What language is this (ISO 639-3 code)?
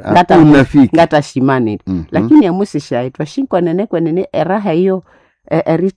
nnb